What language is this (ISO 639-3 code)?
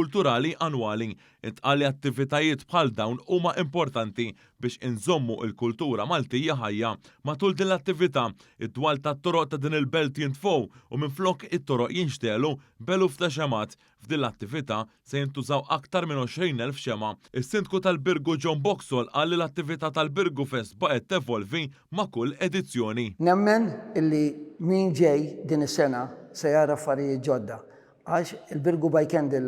mlt